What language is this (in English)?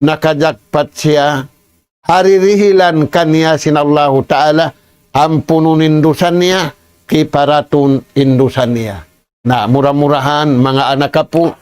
Tausug